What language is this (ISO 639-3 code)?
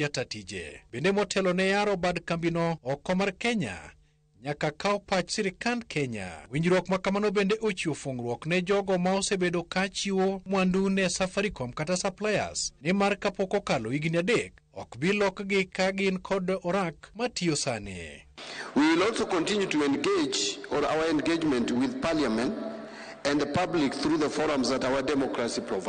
luo